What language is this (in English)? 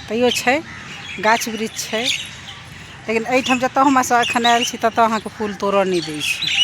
Maithili